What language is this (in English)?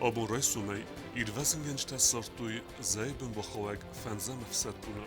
Ossetic